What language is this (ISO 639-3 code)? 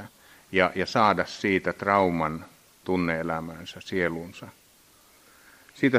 fin